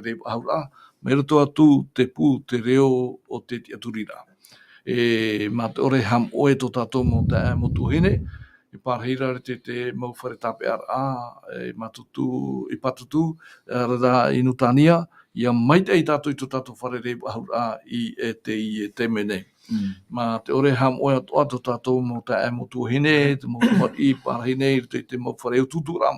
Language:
Tahitian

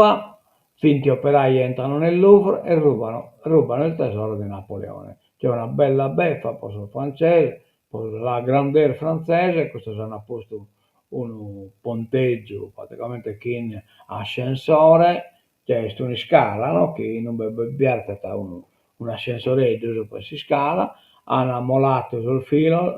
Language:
Sardinian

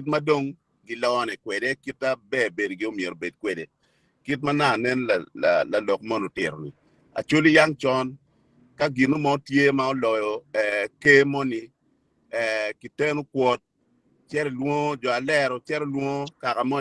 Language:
Acoli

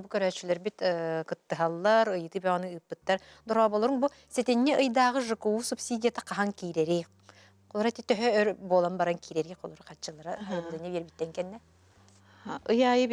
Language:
Yakut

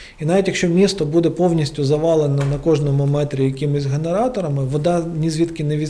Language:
Ukrainian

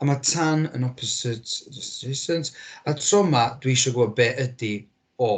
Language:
Welsh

